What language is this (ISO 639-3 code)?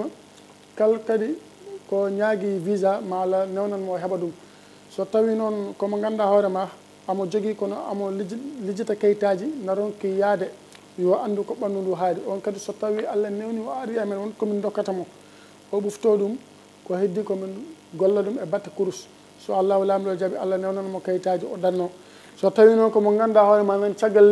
ful